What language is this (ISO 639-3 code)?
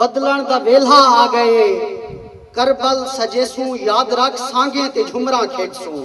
skr